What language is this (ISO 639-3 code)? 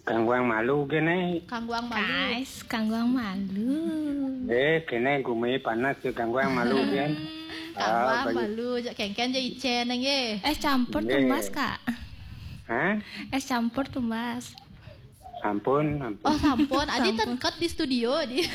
ban